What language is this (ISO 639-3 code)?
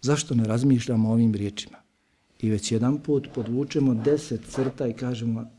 bos